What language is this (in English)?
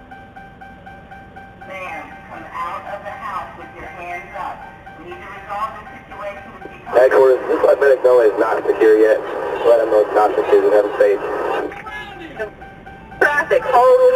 English